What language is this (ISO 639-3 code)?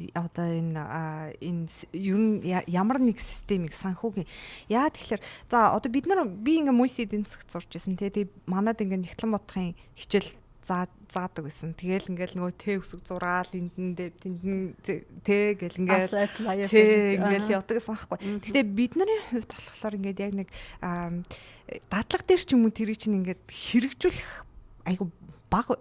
mon